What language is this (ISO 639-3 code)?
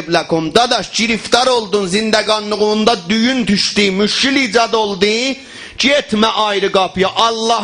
azb